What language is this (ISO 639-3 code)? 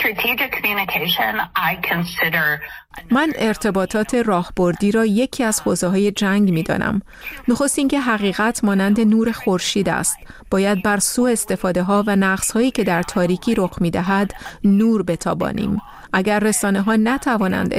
fas